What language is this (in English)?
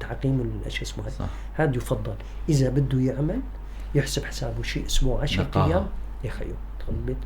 North Levantine Arabic